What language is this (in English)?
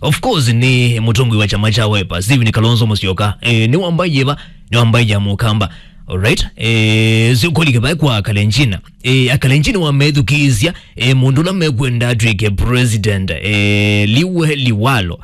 Kamba